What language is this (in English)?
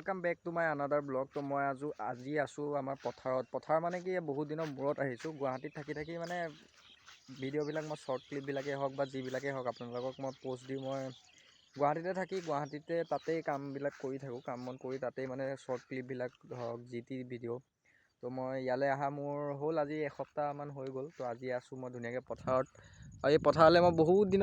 Assamese